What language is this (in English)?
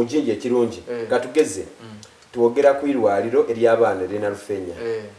Soga